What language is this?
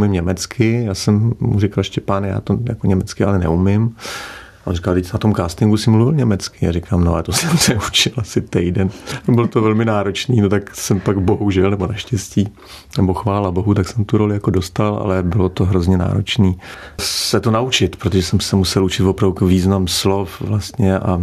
Czech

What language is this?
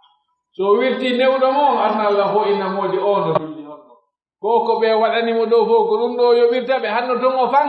Pular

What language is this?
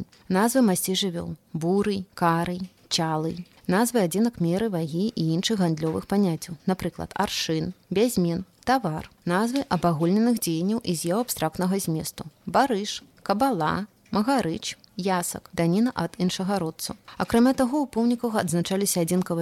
Belarusian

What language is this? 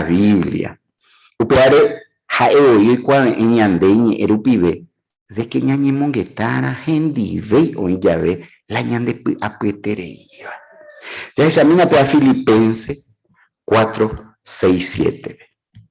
Guarani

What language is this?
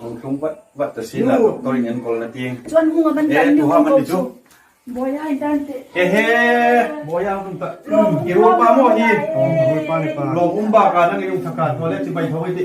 Hmar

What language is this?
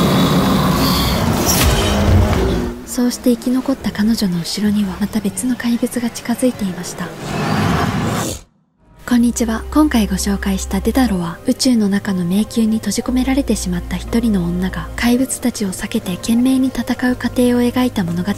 Japanese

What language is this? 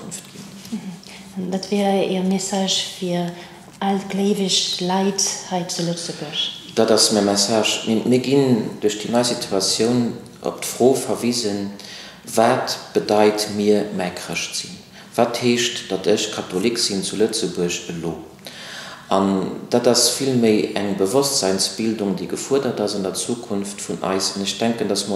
Luxembourgish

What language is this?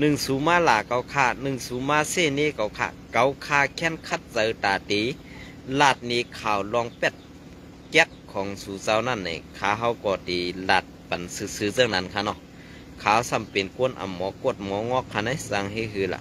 Shan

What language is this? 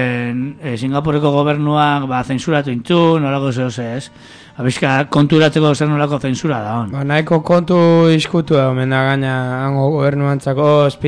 Basque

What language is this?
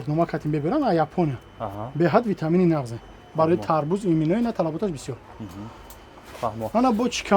Tajik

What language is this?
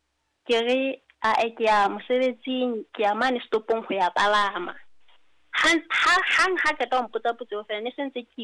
Southern Sotho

